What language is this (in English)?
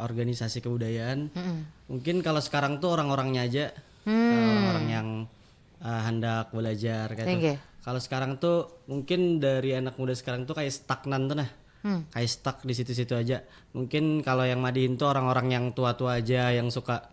Banjar